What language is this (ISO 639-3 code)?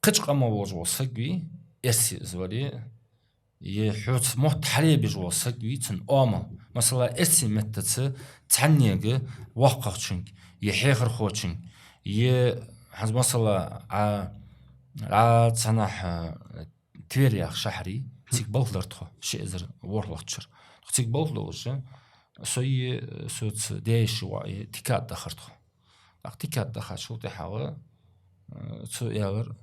inh